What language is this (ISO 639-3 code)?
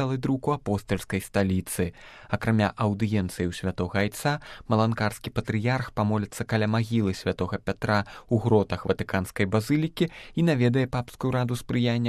bel